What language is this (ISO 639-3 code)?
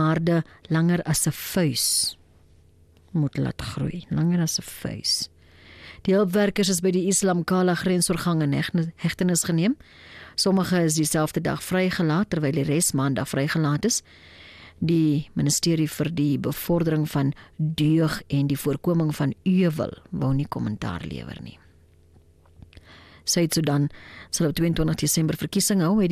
afr